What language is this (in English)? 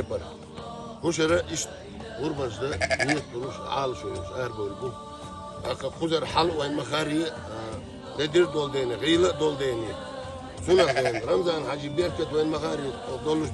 Chechen